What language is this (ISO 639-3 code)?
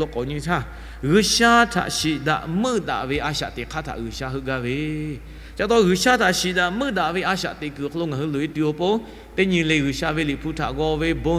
lhu